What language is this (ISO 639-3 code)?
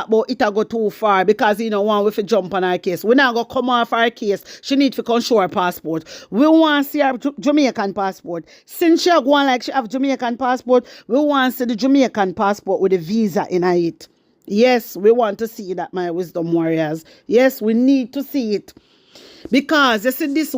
jam